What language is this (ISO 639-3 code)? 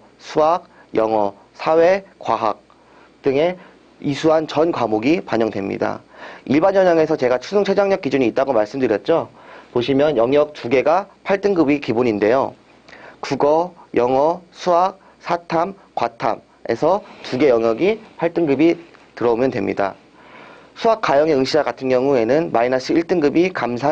kor